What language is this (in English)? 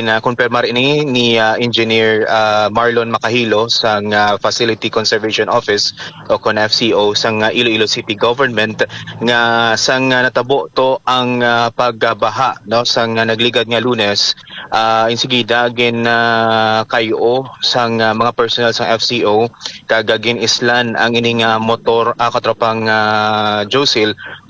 Hiligaynon